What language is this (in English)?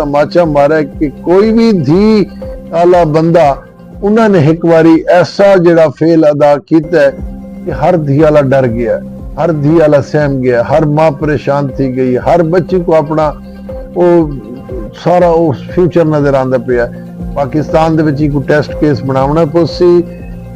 Saraiki